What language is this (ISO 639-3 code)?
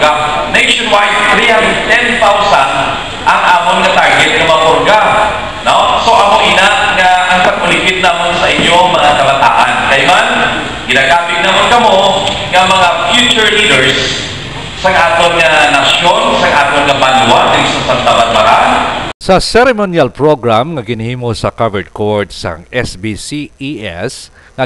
hil